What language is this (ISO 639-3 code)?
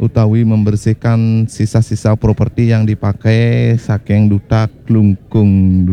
ban